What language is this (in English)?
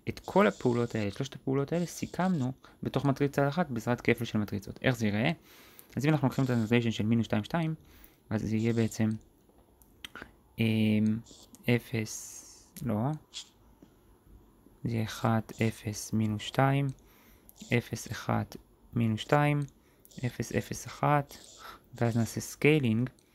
Hebrew